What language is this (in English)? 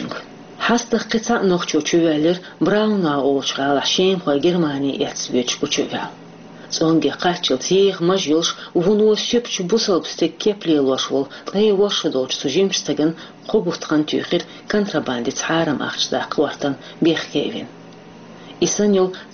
Chechen